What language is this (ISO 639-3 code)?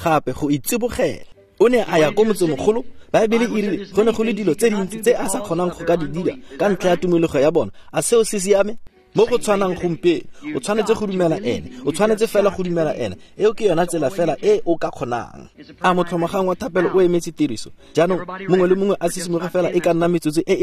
tsn